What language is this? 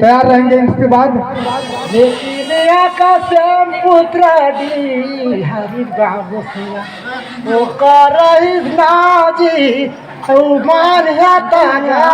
Surgujia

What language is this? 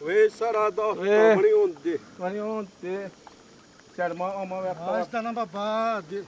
Xavánte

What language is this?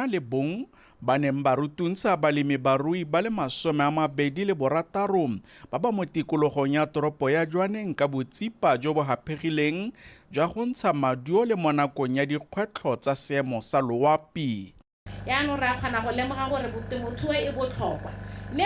Tswana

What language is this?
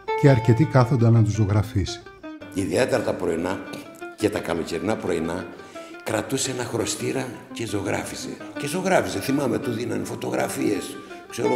Greek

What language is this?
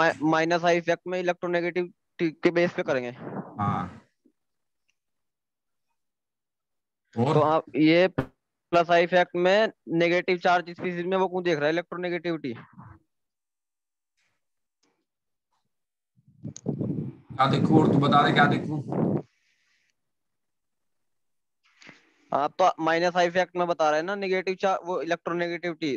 Hindi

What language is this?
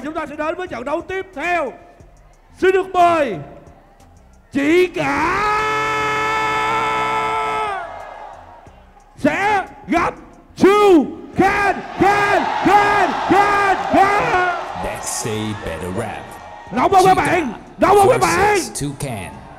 Vietnamese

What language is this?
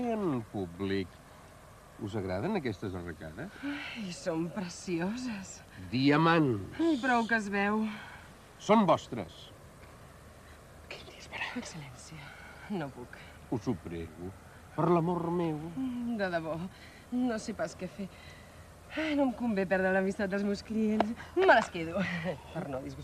Catalan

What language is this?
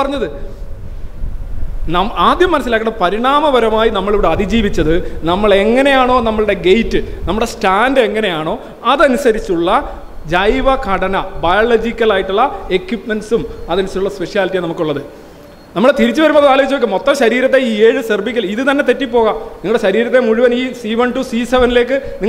Malayalam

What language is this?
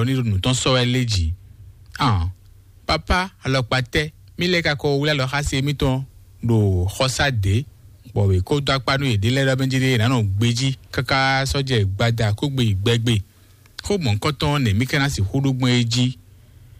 Fon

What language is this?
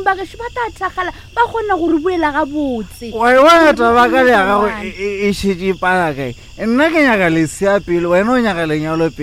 Northern Sotho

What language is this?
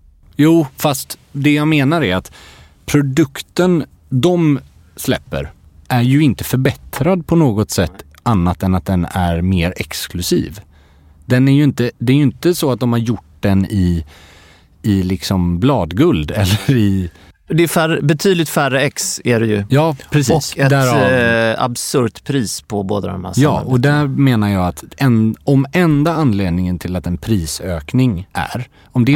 Swedish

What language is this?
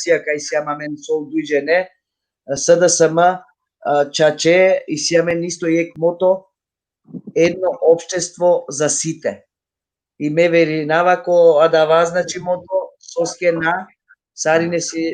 Balkan Romani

